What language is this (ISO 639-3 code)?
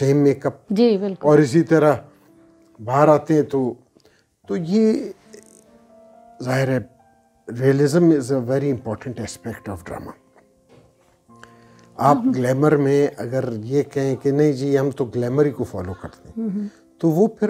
urd